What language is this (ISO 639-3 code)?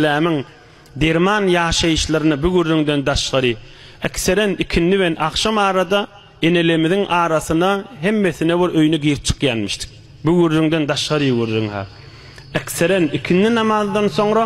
tuk